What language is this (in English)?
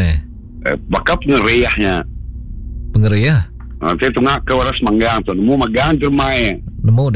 Iban